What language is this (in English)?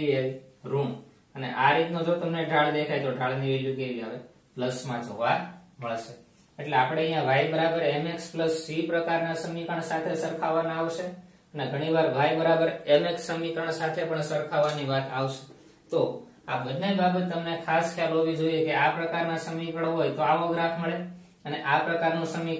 Gujarati